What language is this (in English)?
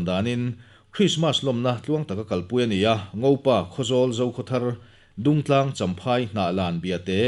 Mizo